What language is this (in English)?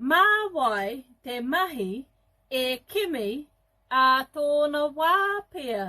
Māori